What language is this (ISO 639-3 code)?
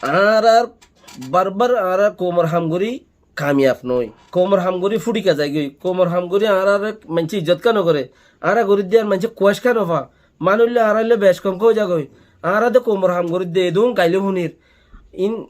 rhg